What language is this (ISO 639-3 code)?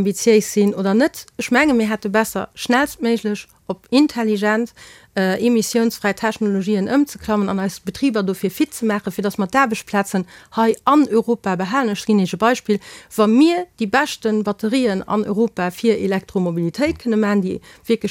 ltz